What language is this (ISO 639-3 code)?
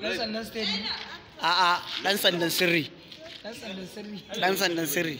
hau